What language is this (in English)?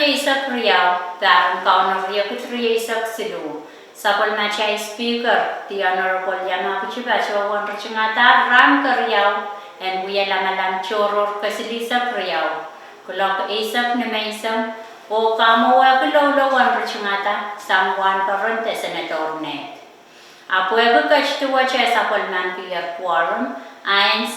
Pohnpeian